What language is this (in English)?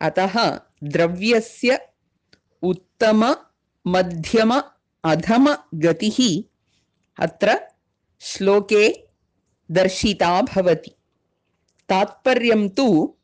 Sanskrit